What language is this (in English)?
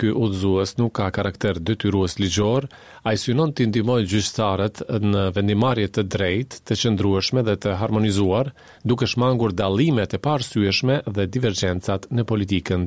Albanian